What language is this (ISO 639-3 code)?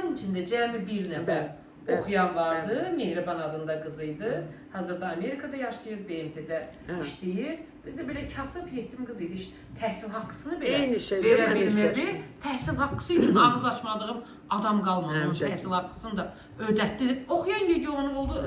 aze